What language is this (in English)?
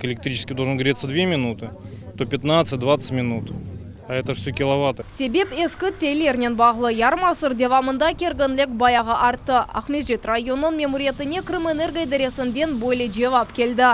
Crimean Tatar